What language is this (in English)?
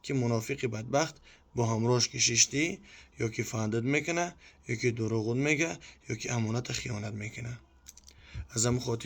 Tajik